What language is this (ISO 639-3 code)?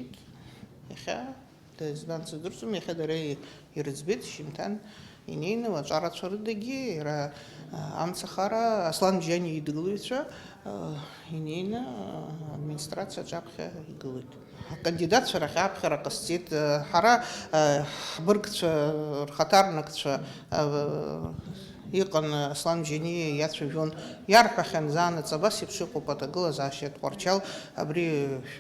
abk